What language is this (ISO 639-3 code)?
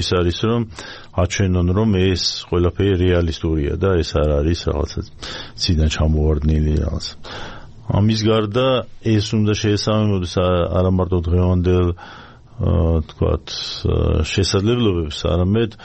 kat